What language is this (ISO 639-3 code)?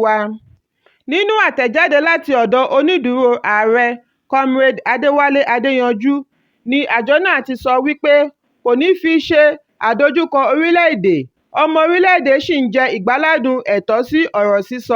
yor